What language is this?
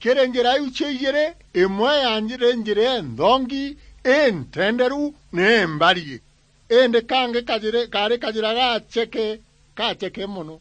Meru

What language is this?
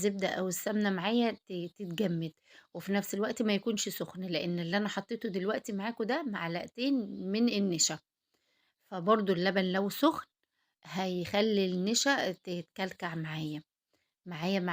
Egyptian Arabic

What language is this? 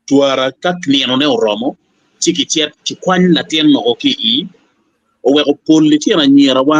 Acoli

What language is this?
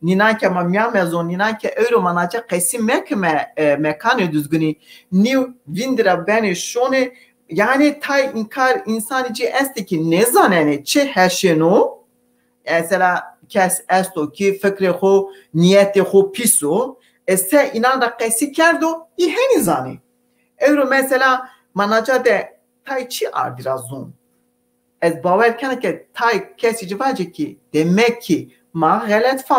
Zaza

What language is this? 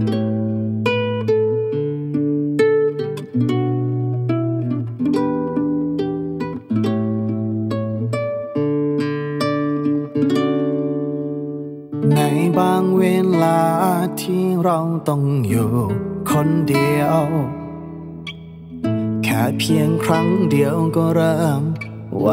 Thai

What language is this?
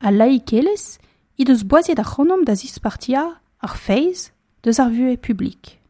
Breton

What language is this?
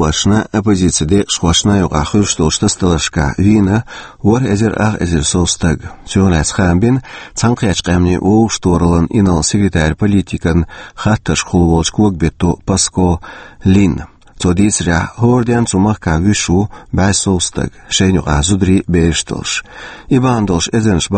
Chechen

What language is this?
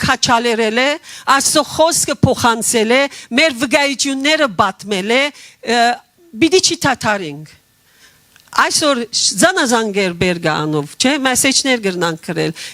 Western Armenian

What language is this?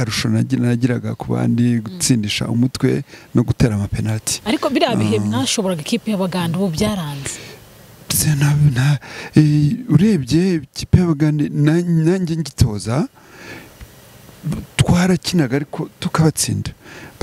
Kinyarwanda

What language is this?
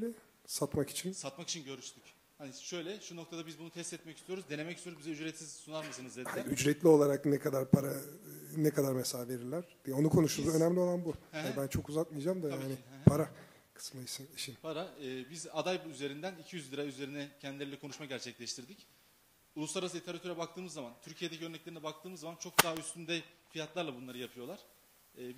Turkish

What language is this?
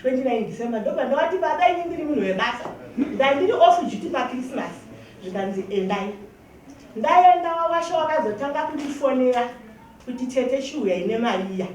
Shona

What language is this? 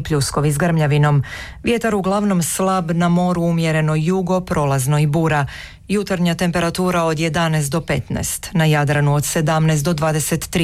Croatian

